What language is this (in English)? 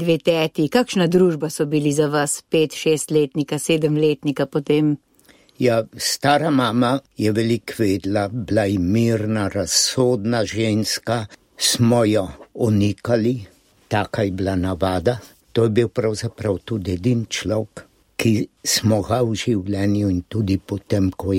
Slovenian